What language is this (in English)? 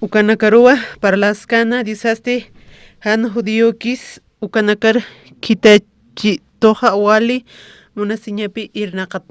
Aymara